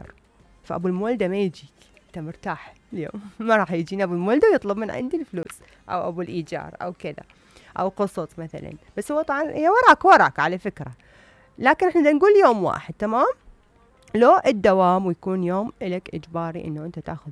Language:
Mesopotamian Arabic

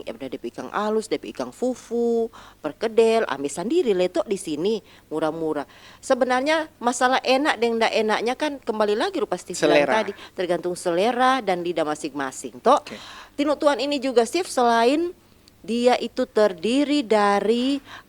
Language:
Manado Malay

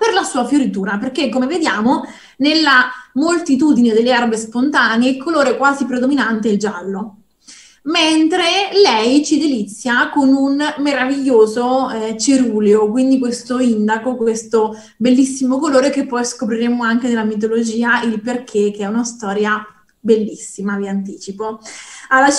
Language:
Italian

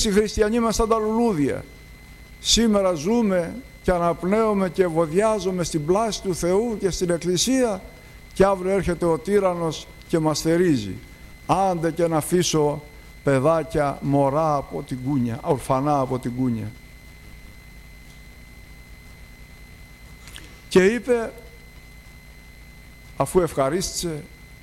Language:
Greek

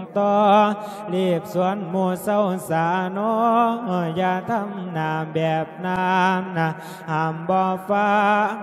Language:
Lao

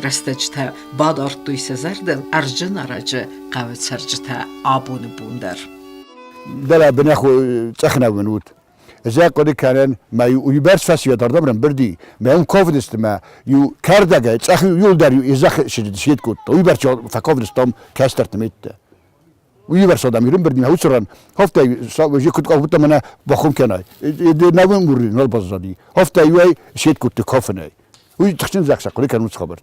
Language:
Ossetic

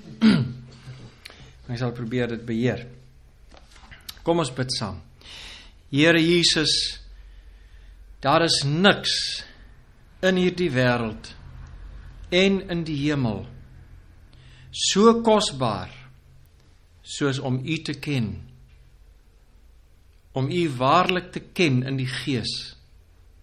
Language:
Afrikaans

